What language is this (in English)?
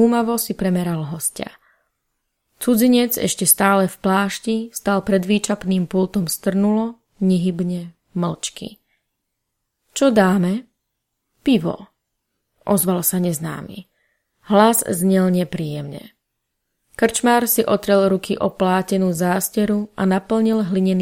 Slovak